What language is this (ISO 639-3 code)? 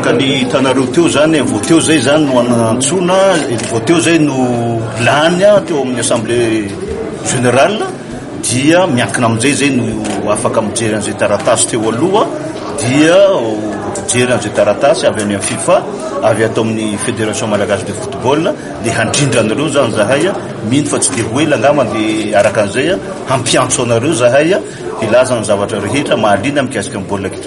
mlg